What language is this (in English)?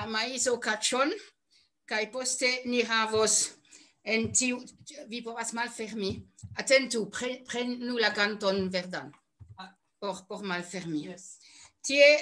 Esperanto